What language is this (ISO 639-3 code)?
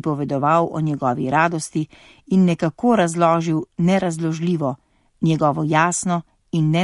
slv